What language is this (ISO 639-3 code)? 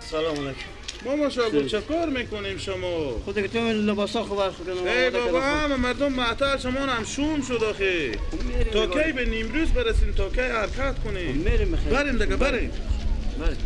fas